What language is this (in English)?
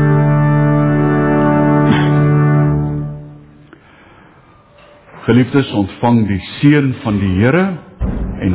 Afrikaans